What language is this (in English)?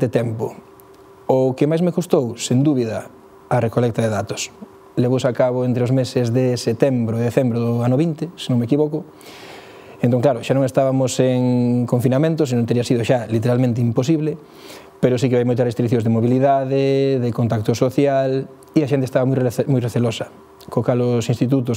Galician